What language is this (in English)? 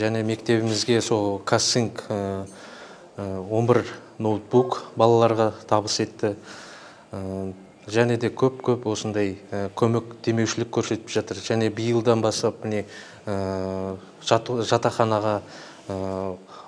Kazakh